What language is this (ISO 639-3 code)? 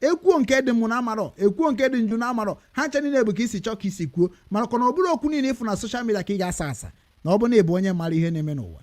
ibo